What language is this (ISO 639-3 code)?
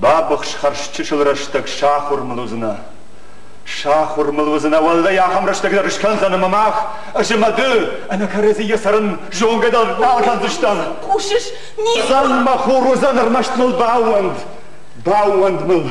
oss